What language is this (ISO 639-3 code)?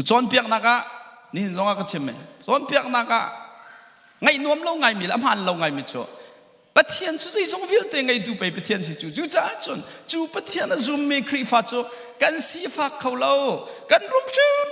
cnh